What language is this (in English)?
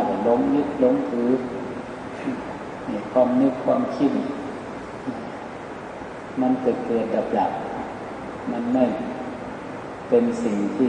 Thai